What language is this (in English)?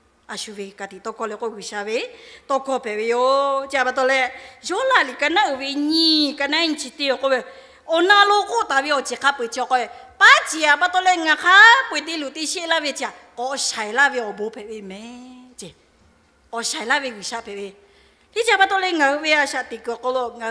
Lahu